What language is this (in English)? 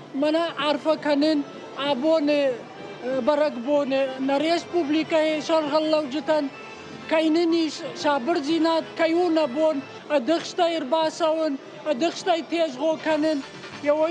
Ossetic